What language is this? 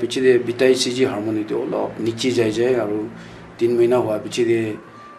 Naga Pidgin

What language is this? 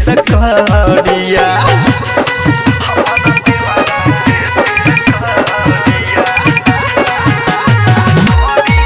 Bhojpuri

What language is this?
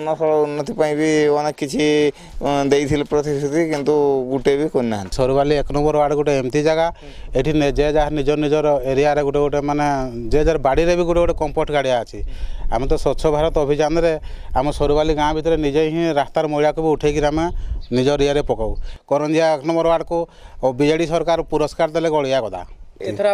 Odia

